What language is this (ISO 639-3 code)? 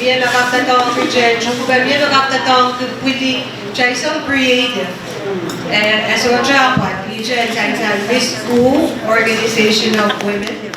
pon